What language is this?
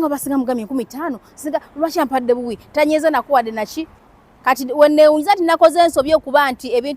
Ganda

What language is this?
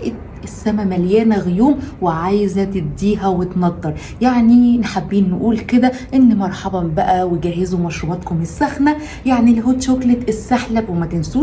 Egyptian Arabic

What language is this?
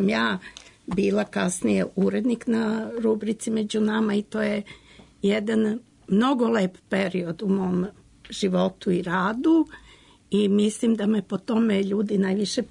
Serbian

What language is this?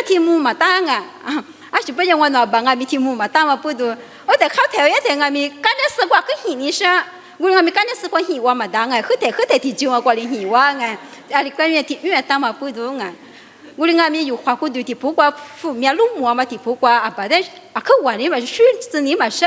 Lisu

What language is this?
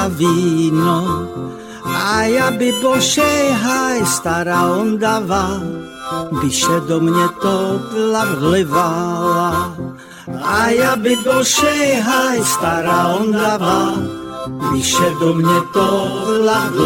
Slovak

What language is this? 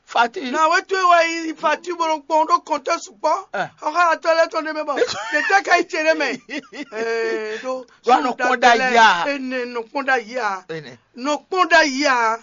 Fon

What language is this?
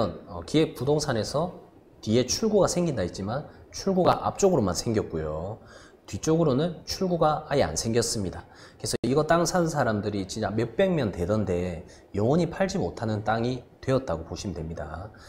Korean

